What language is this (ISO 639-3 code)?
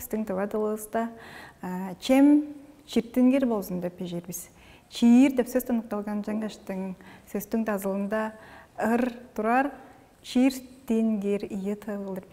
tyv